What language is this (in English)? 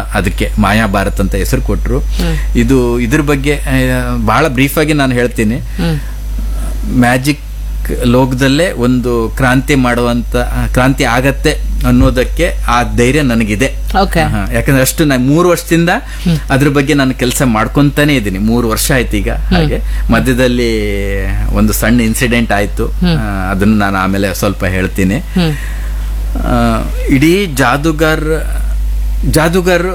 Kannada